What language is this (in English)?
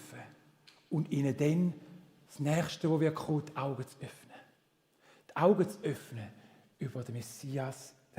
Swiss German